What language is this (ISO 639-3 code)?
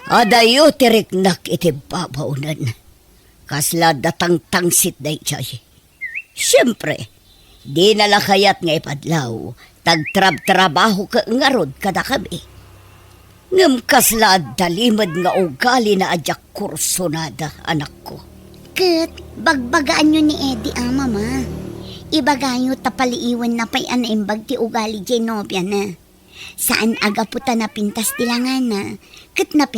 ilo